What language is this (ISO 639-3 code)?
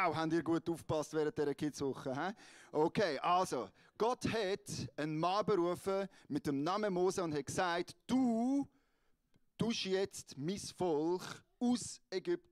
gsw